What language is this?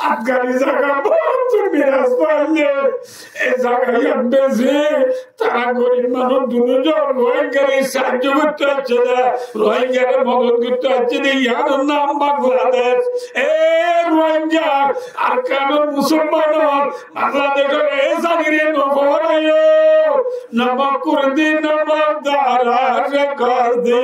Rohingya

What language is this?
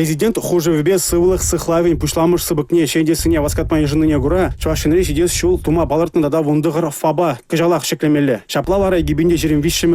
Chuvash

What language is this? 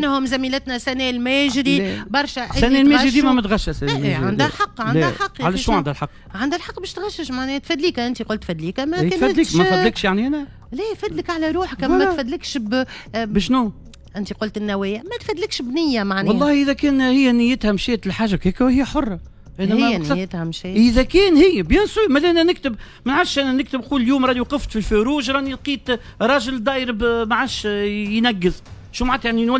Tunisian Arabic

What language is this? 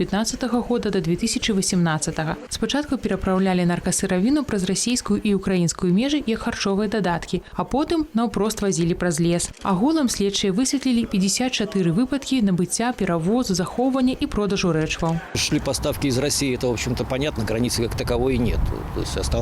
Belarusian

